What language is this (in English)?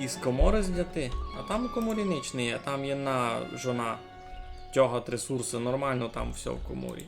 Rusyn